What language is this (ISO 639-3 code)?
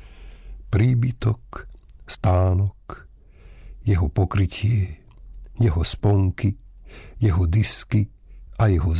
slk